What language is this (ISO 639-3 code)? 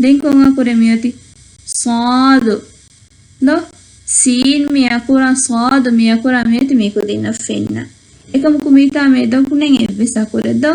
div